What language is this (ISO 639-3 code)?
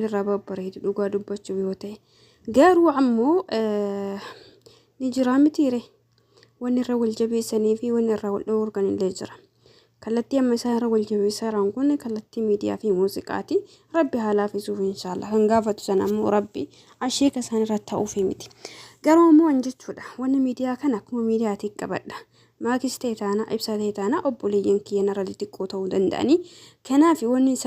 orm